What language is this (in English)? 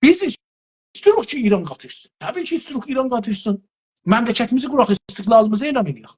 South Azerbaijani